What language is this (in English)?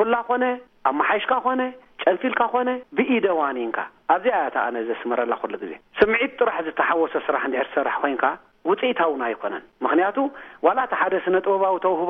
Tigrinya